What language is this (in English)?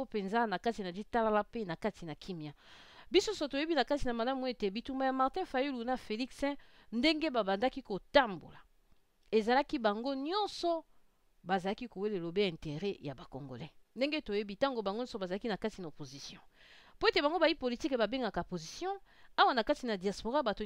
Lingala